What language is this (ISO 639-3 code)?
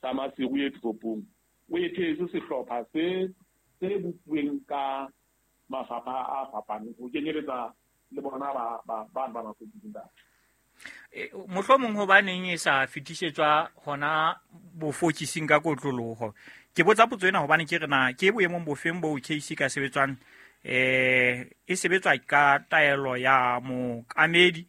sot